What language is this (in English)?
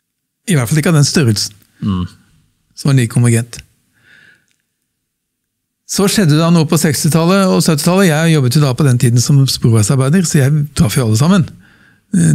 Norwegian